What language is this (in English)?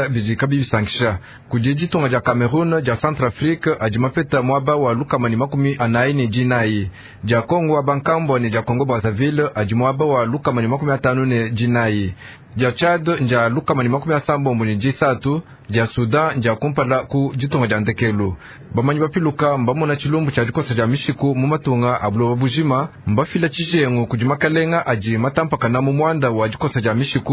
Luba-Lulua